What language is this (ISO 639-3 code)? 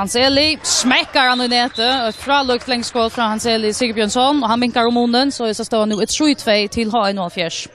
fao